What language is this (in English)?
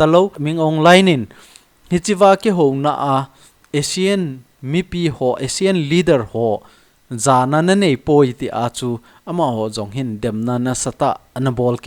Thado Chin